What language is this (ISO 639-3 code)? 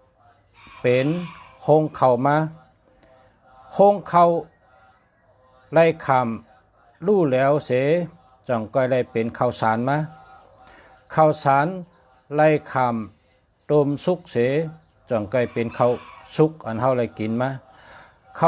shn